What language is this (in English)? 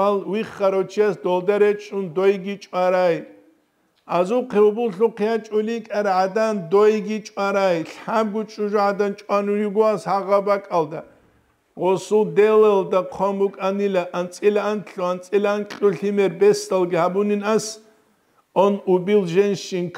Avaric